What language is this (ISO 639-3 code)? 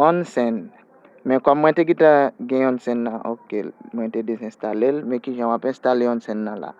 hat